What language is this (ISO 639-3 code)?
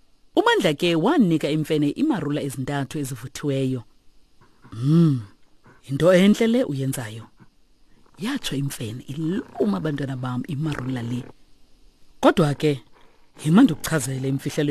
xho